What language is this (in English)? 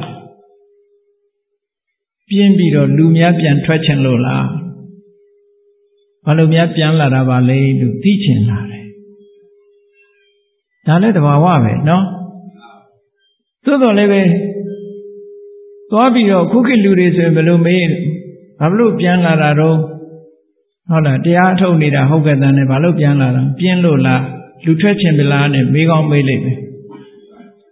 Burmese